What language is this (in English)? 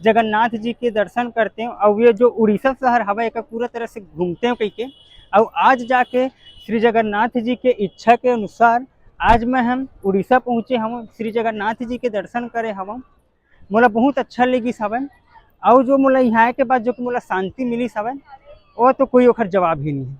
Chhattisgarhi